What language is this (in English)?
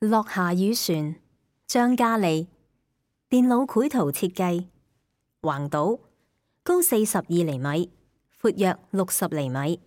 Cantonese